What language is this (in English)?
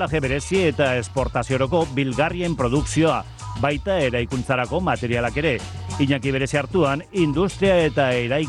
Basque